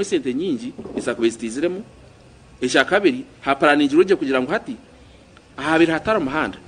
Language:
Nyankole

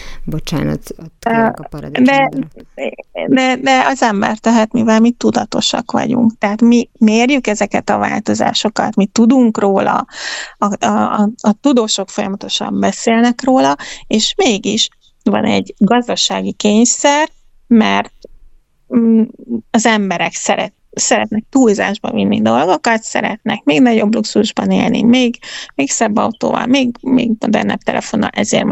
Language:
Hungarian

